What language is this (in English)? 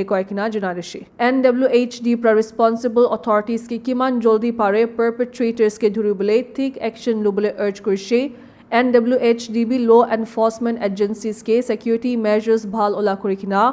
Naga Pidgin